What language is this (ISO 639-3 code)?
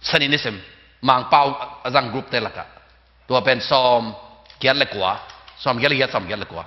ctd